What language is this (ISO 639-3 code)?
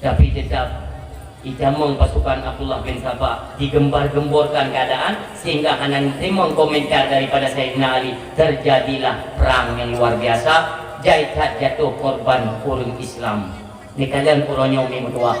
ace